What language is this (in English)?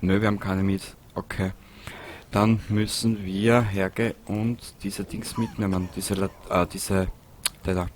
Bavarian